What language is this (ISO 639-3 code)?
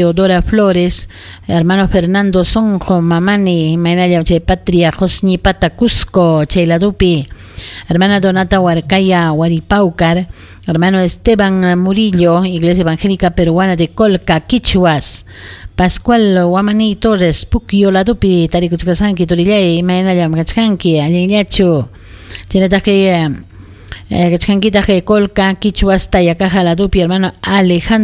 quy